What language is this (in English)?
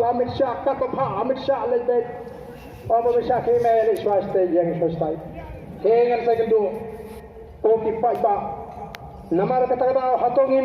Khasi